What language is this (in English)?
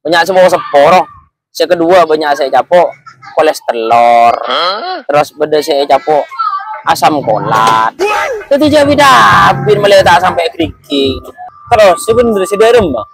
Madurese